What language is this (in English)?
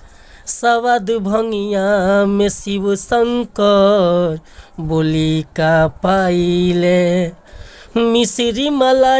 Bhojpuri